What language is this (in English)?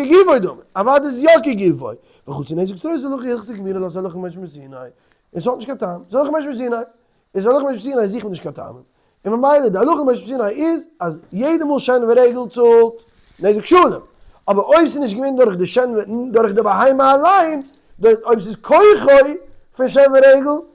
Yiddish